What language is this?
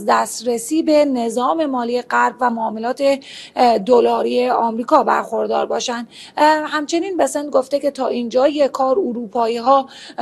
Persian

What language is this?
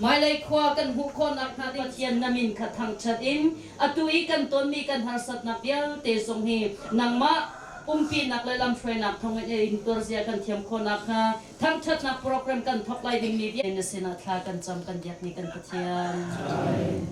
Hakha Chin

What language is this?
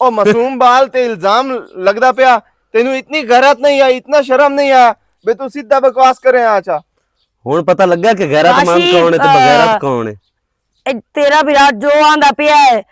Western Panjabi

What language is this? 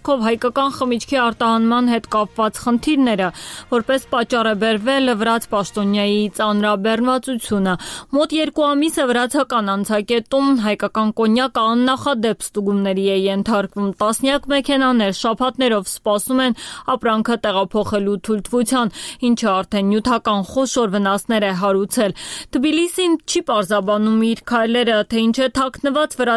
Armenian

